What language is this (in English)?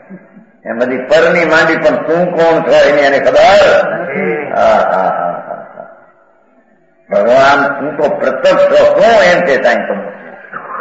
Gujarati